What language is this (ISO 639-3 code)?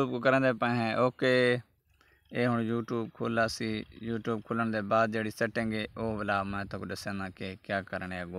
skr